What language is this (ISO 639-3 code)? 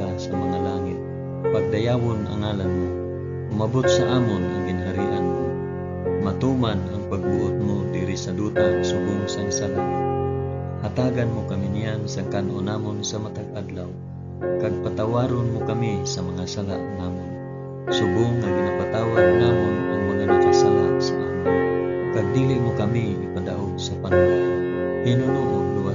hil